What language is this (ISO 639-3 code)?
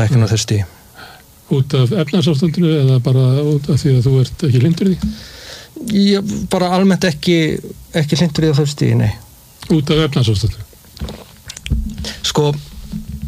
isl